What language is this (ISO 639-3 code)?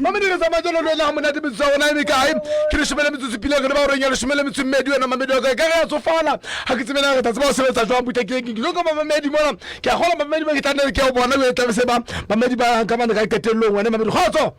sot